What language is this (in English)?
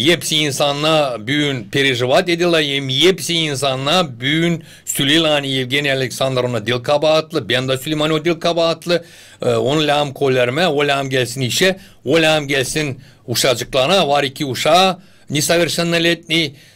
Gagauz